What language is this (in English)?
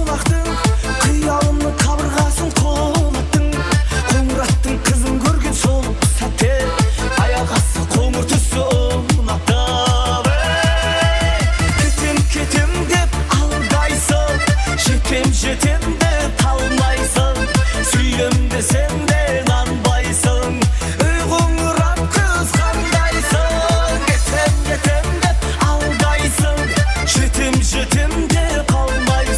Kara-Kalpak